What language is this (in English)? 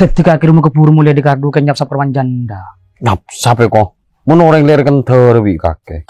Madurese